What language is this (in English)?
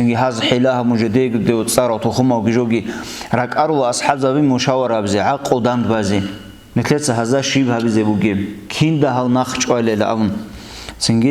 Avaric